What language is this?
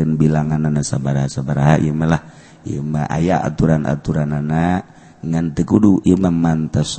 Sundanese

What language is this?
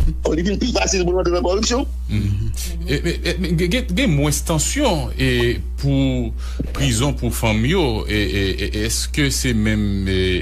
Haitian Creole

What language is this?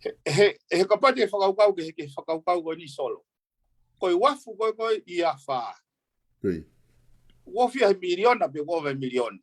Tongan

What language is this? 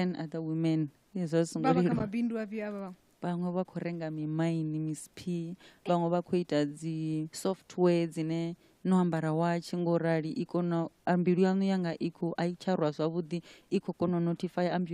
Venda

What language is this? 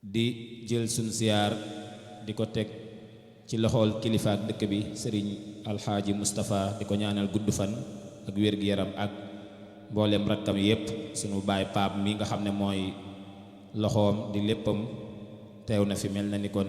Wolof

